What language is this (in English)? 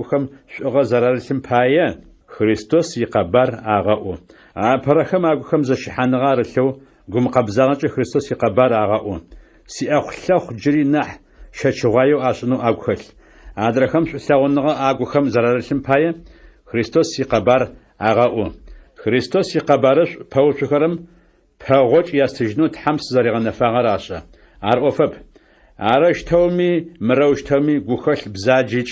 Adyghe